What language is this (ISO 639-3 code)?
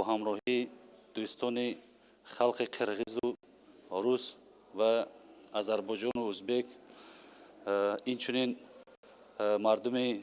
tgk